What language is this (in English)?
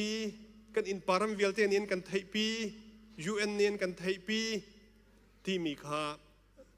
Hakha Chin